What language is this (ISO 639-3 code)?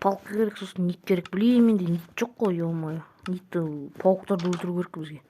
kaz